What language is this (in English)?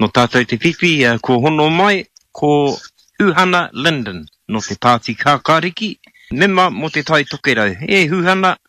Māori